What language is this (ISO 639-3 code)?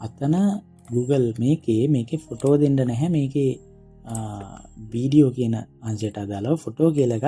sin